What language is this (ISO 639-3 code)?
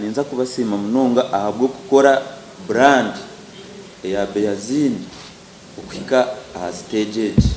nyn